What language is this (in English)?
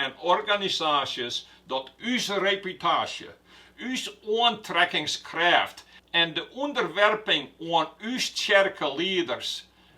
Western Frisian